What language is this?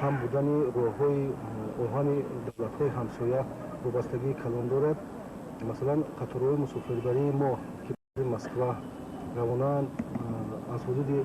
Tajik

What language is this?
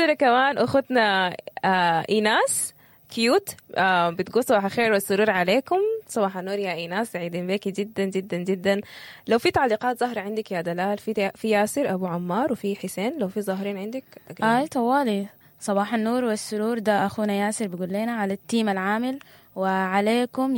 Sudanese Arabic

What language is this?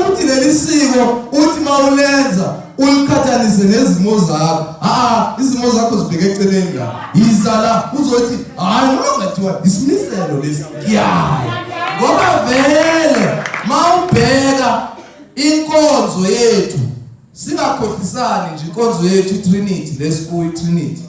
Zulu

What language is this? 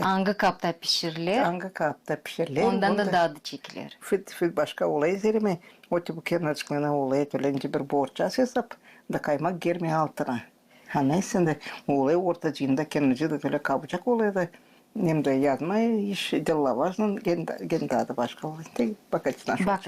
Gagauz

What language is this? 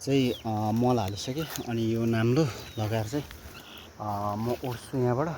Nepali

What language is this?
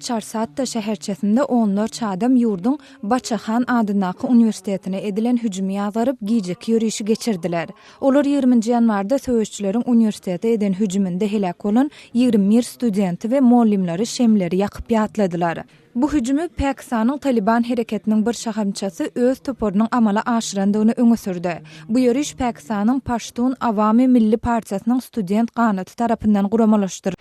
Turkmen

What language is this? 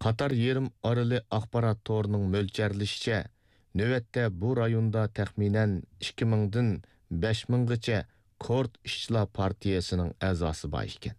Uyghur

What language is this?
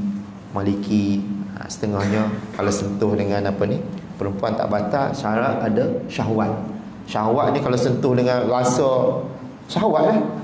Malay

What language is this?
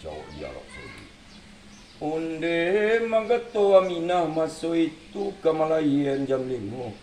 Minangkabau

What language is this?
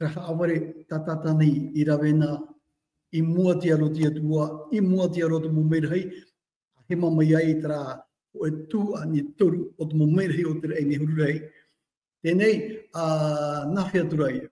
Tahitian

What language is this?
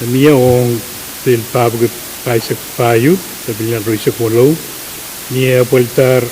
Pohnpeian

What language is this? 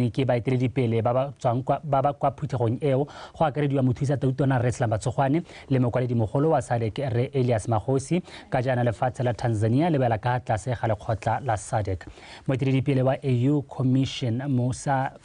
Tswana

